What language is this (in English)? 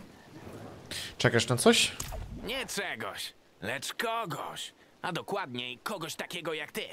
Polish